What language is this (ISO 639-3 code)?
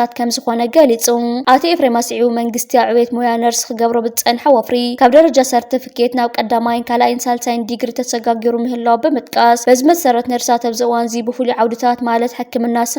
tir